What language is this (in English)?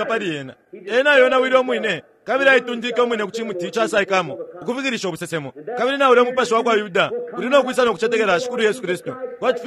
Bemba